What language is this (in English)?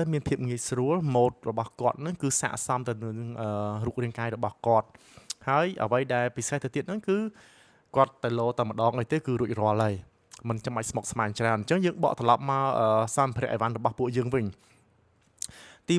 Khmer